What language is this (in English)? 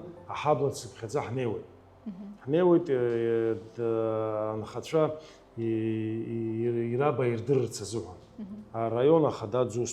Abkhazian